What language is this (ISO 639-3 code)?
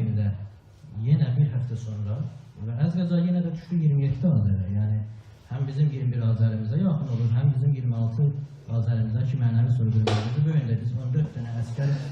azb